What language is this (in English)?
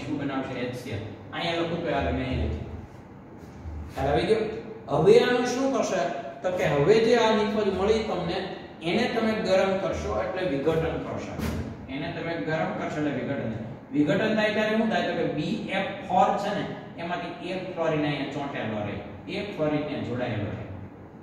Gujarati